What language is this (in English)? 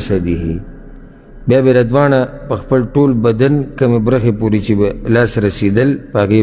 Pashto